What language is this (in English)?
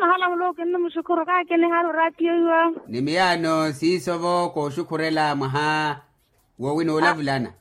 Makhuwa